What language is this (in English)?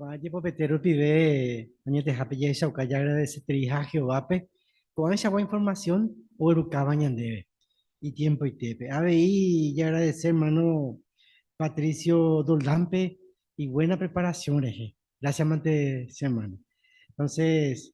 Guarani